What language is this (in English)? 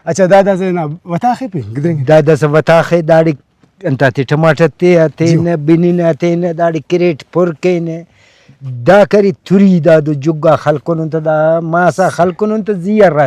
Brahui